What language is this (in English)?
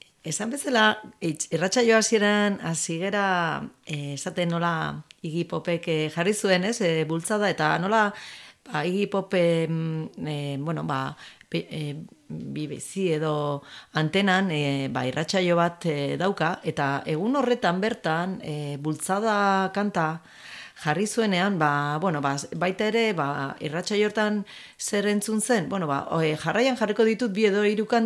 Basque